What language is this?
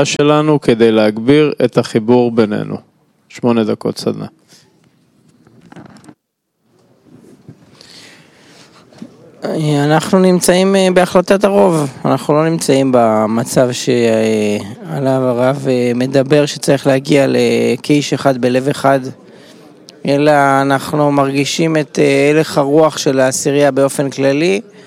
Hebrew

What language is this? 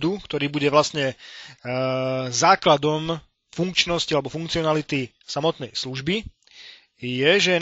Slovak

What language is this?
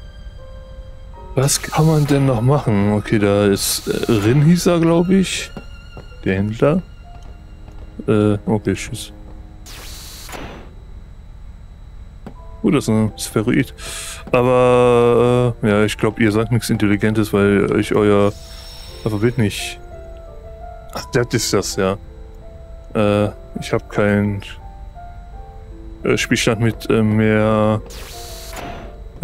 German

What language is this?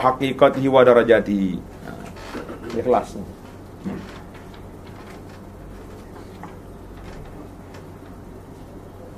Malay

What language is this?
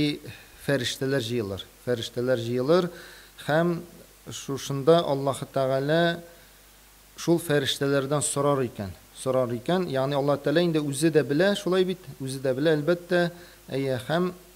Tatar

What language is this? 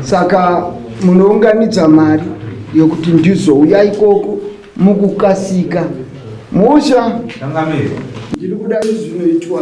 Shona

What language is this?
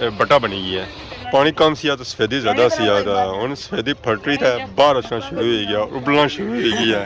Pahari-Potwari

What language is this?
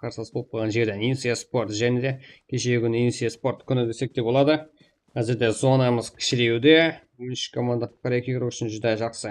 Kara-Kalpak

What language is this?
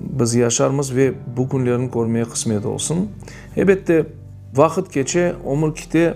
Crimean Tatar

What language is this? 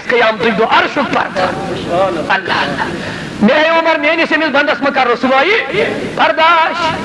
Kashmiri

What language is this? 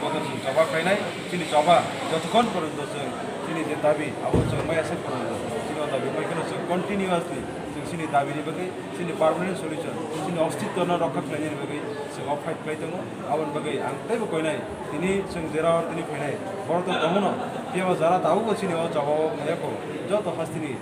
Kok Borok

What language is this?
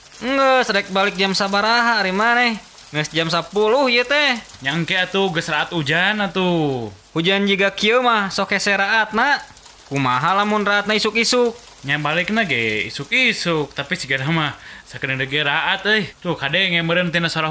Sundanese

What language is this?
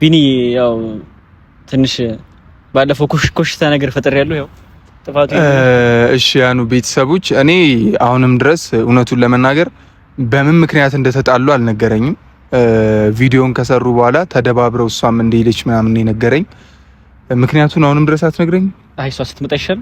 Amharic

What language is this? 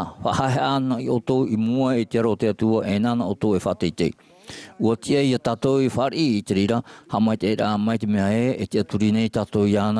Tahitian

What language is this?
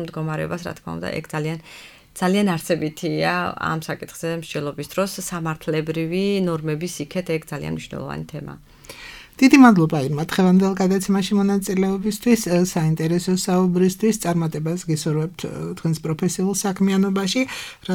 Georgian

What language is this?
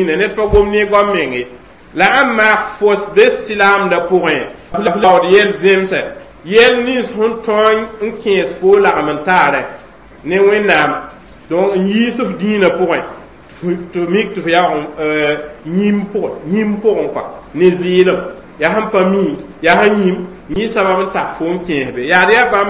Mossi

